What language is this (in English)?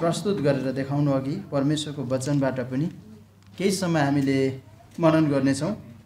Nepali